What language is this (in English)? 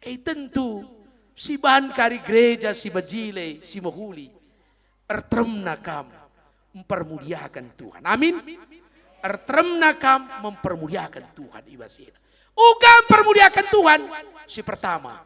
Batak Karo